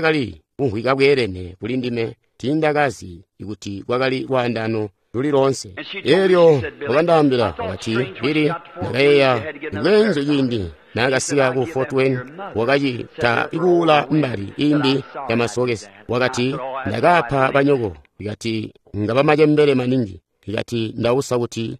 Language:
Tonga (Zambia)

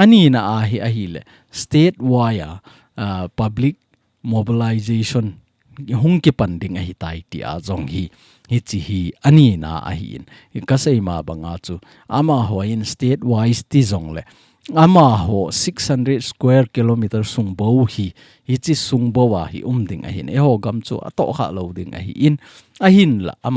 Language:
Thado Chin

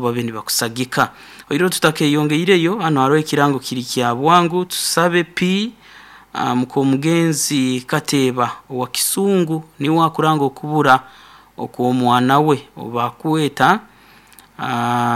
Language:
Nyoro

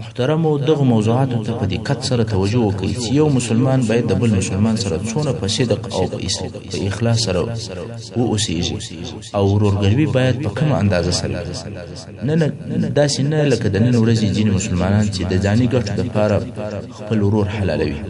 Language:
Pashto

